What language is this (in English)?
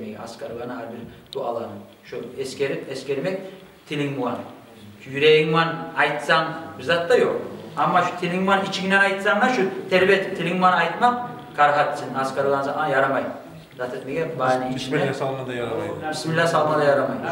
Kumyk